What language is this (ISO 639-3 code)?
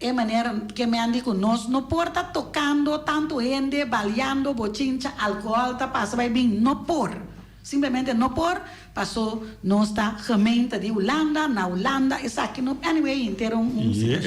pap